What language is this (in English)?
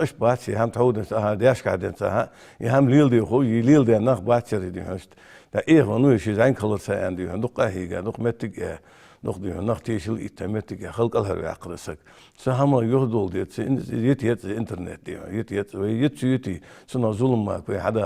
Ingush